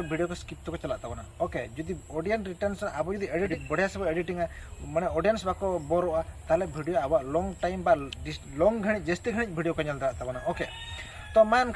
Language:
Santali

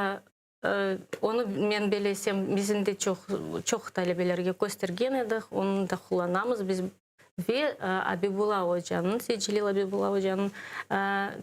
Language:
Crimean Tatar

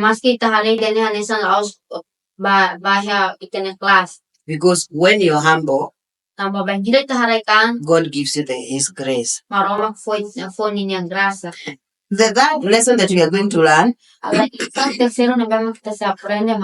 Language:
Tetum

